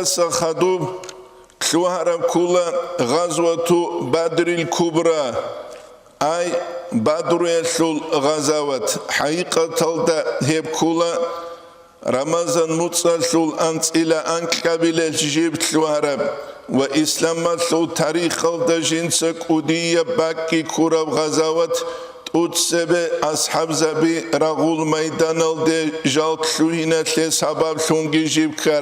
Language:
Avaric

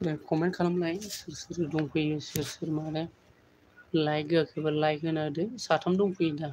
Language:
Bodo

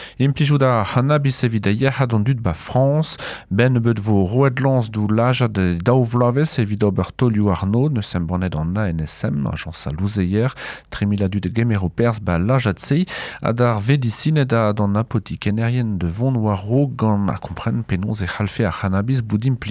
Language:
Breton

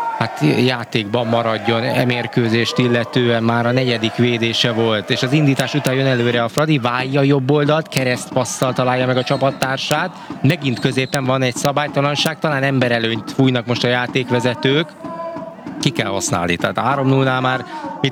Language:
Hungarian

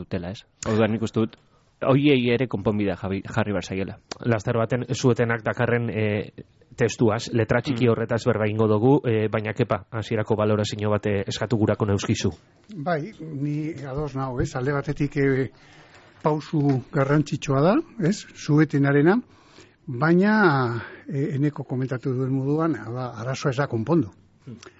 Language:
Basque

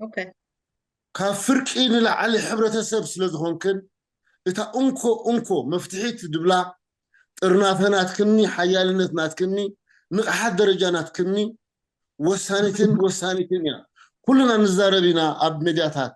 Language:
Tigrinya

